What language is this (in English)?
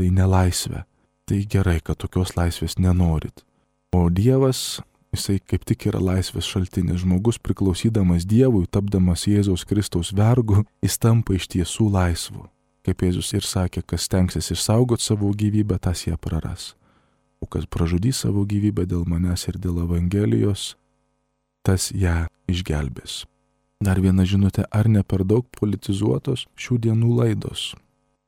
Lithuanian